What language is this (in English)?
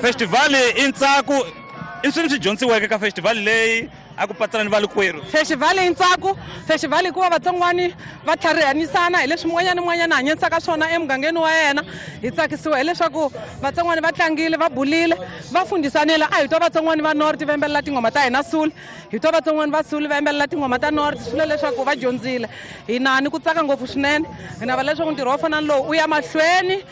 Tsonga